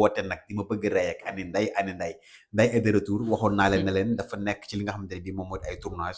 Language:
Wolof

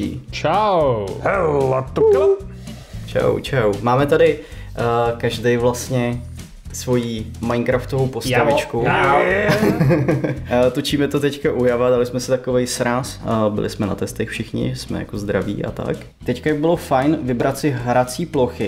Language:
Czech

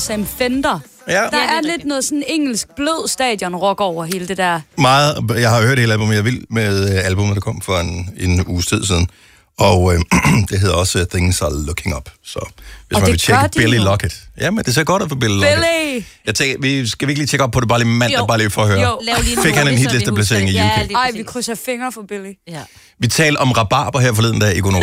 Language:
Danish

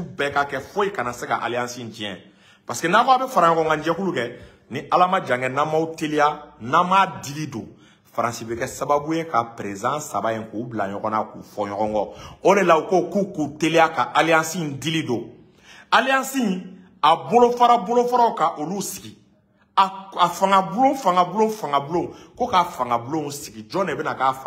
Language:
Bambara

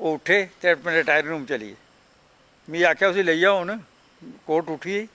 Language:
Dogri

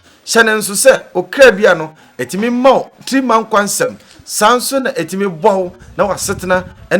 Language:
Akan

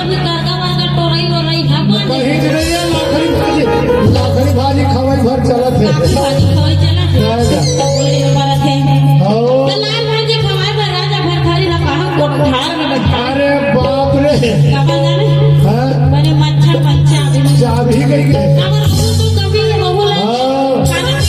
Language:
Chhattisgarhi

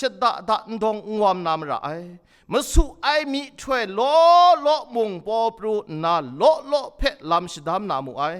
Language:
Kachin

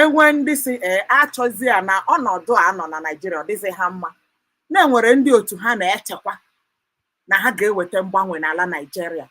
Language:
Igbo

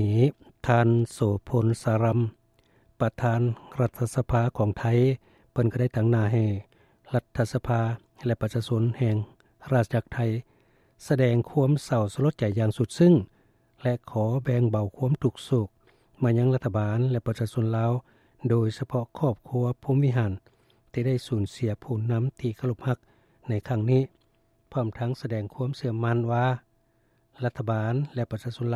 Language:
Lao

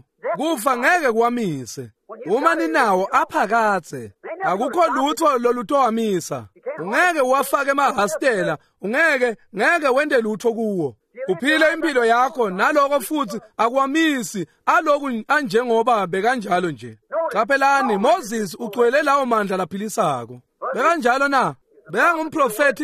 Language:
Swati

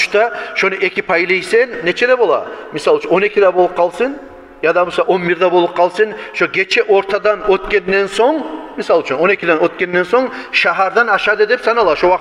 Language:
Kumyk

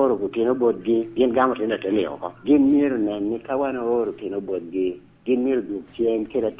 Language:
Lango (Uganda)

